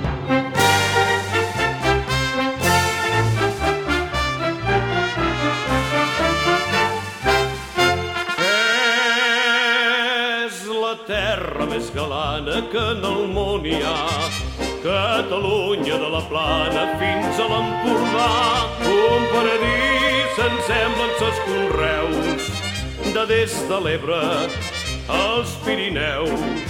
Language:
Catalan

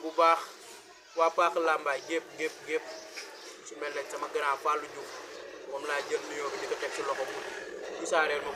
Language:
Wolof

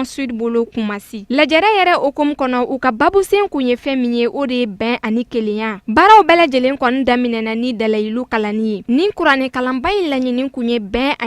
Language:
Bambara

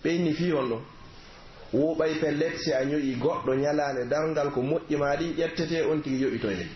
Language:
Pular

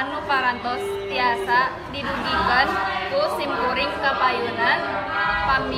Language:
Sundanese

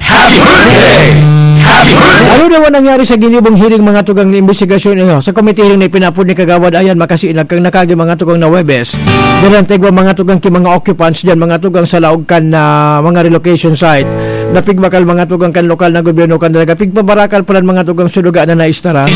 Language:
Bikol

